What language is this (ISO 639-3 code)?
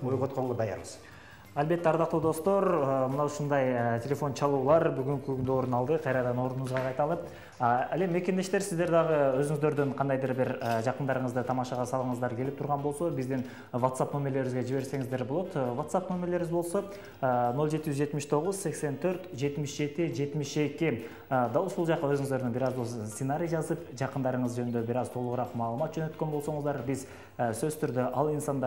kir